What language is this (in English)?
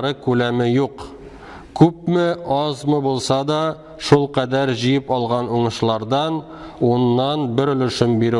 Tatar